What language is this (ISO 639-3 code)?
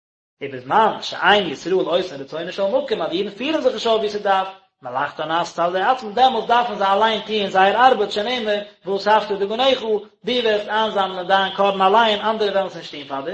yid